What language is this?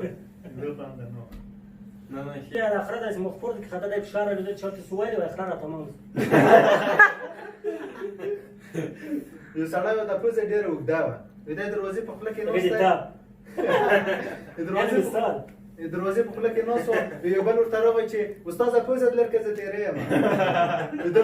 Pashto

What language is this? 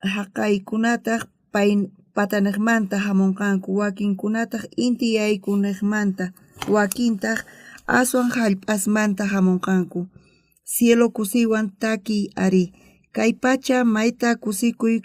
South Bolivian Quechua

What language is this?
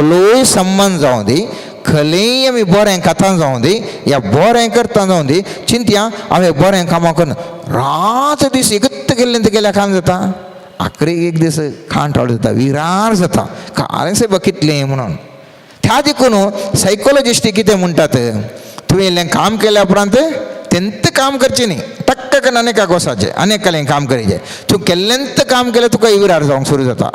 Konkani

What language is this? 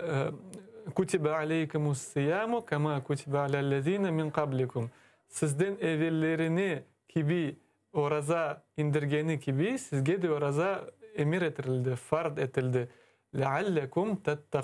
Crimean Tatar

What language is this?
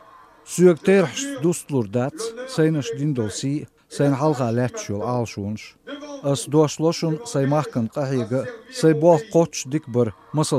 Chechen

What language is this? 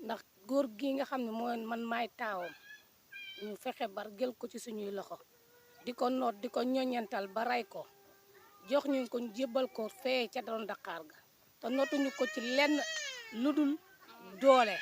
Wolof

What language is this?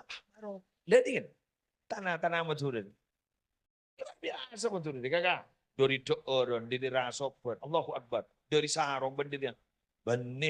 Madurese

